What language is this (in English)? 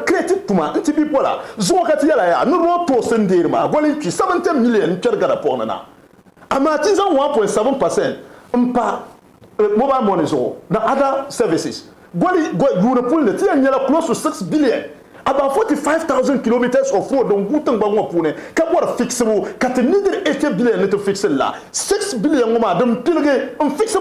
Dagbani